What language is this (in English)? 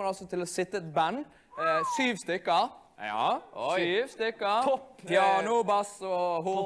Norwegian